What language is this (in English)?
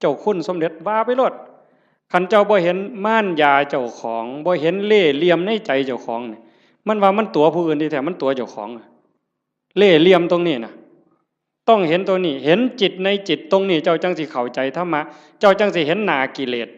Northeastern Thai